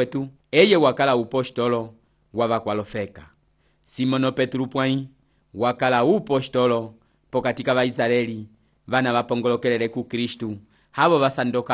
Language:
Umbundu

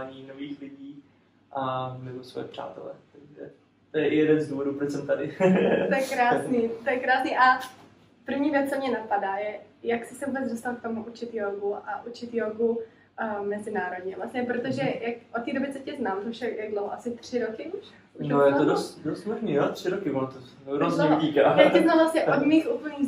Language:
Czech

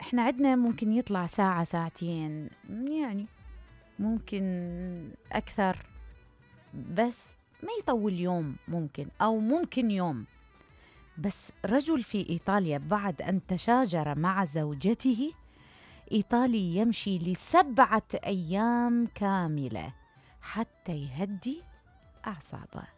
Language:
Mesopotamian Arabic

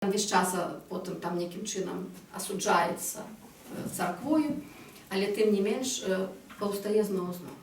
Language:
Belarusian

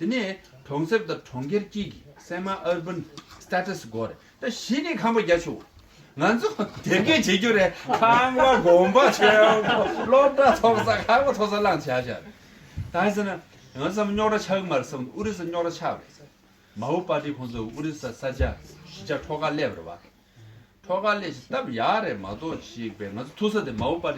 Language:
Tibetan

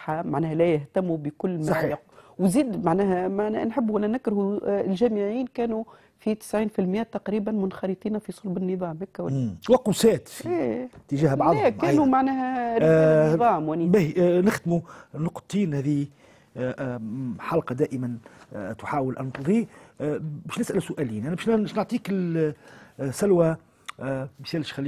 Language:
Tunisian Arabic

